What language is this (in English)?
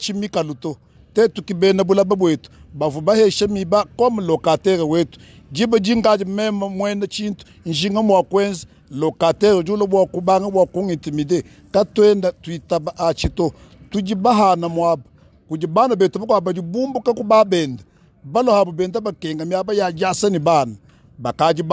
Luba-Lulua